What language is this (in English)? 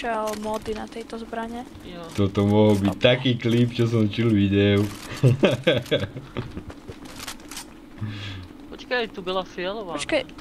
Slovak